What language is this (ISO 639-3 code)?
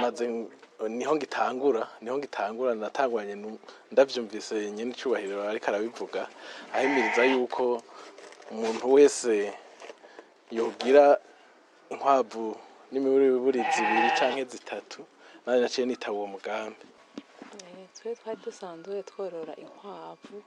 run